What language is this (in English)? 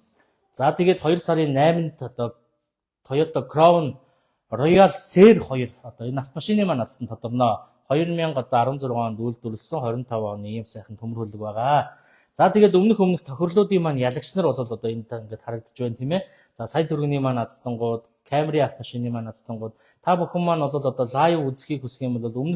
Mongolian